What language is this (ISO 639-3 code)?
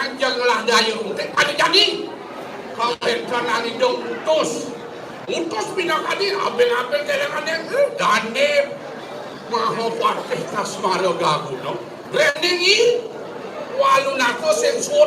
ban